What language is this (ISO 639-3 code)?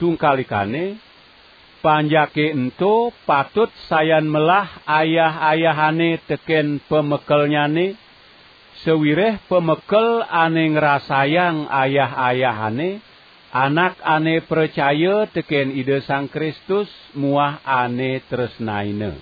ban